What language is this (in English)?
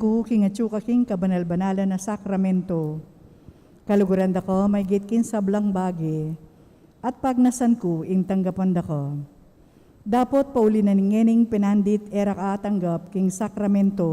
Pampanga